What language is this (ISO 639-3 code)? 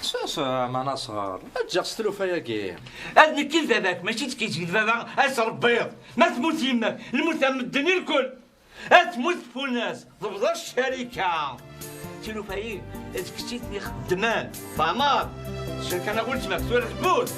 kab